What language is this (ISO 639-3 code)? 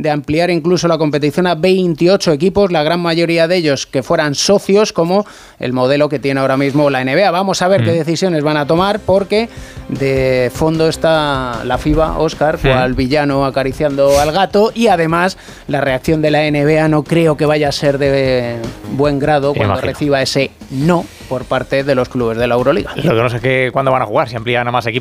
spa